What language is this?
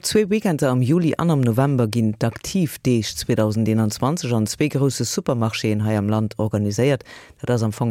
Luxembourgish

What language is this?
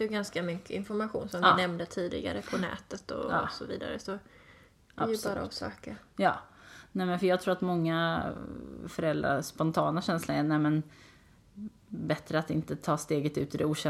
Swedish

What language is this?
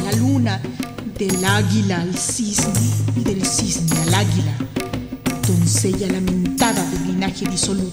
Spanish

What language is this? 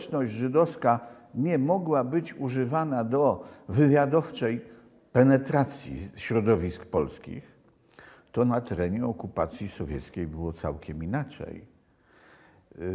Polish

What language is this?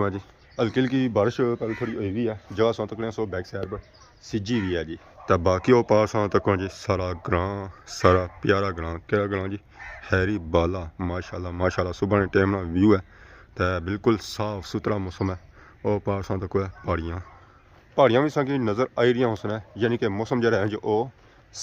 Pahari-Potwari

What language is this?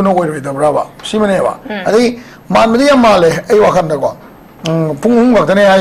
Manipuri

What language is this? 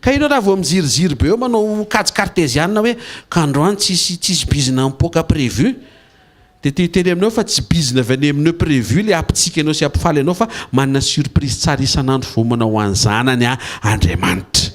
Malagasy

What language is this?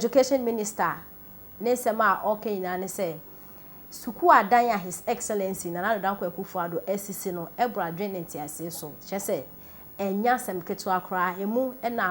Akan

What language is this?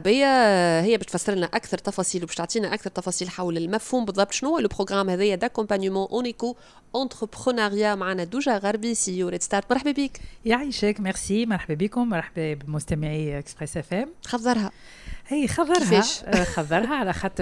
Tunisian Arabic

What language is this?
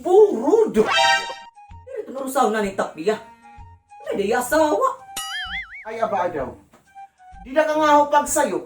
Waray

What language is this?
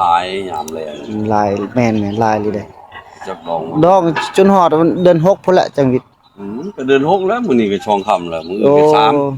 Northeastern Thai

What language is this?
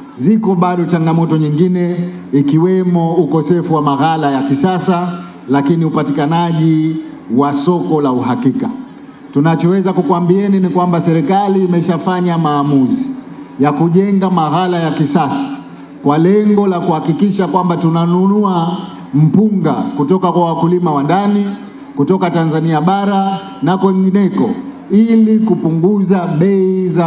Swahili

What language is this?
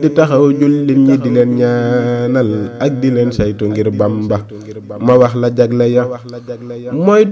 Wolof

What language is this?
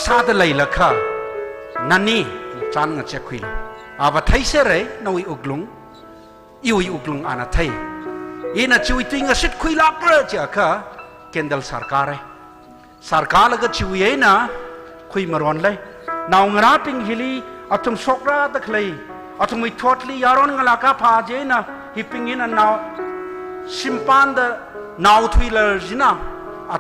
Tangkhul Naga (India)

